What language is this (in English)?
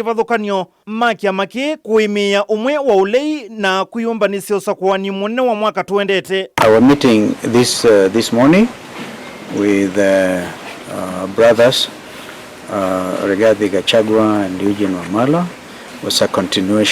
Kamba